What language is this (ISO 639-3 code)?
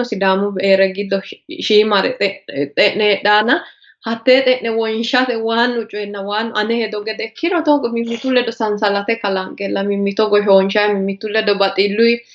sid